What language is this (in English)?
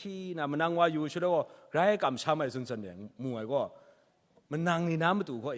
Kachin